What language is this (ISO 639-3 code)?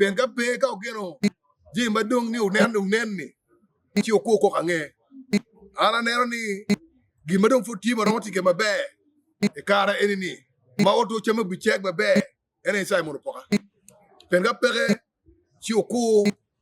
ach